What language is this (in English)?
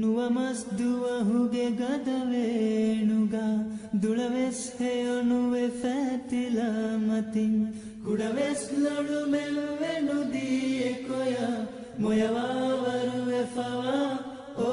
Divehi